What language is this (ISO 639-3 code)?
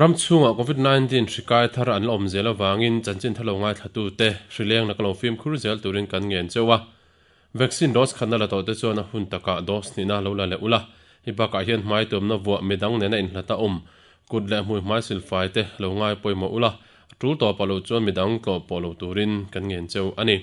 lus